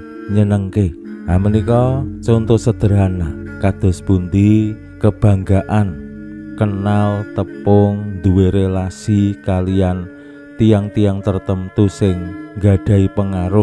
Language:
Javanese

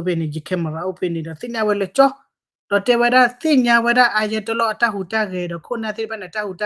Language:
S'gaw Karen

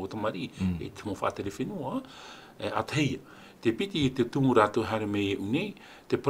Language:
Tahitian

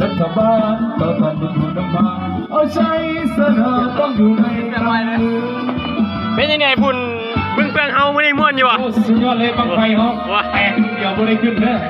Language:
Lao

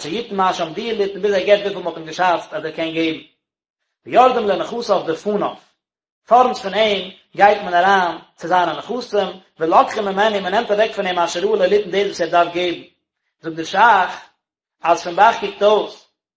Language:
Yiddish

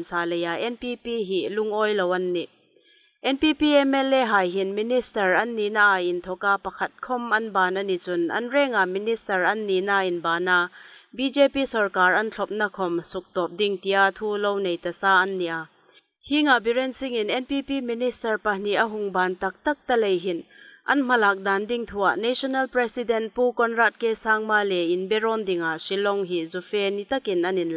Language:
Hmar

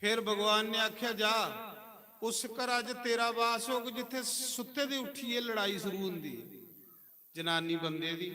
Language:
Dogri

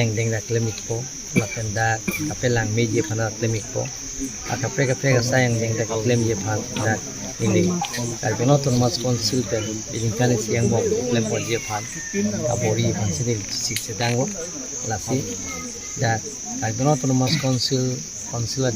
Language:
Karbi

